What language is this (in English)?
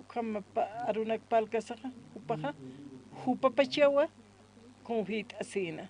Aymara